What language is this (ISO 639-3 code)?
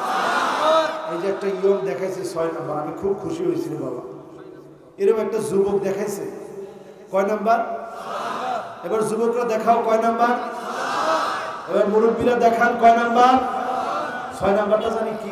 ben